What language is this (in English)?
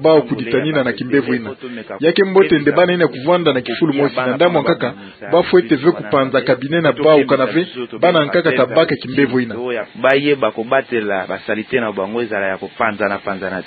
Kituba (Democratic Republic of Congo)